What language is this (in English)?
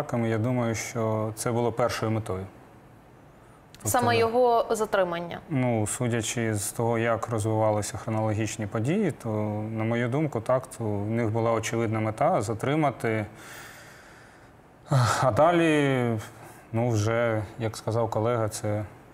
Ukrainian